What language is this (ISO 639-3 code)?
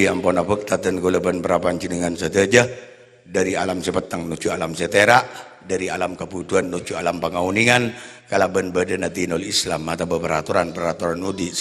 mad